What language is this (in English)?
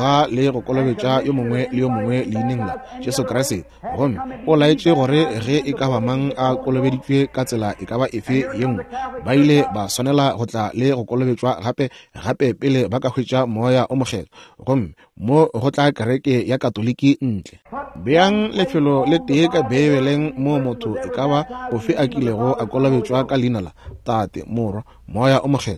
Northern Sotho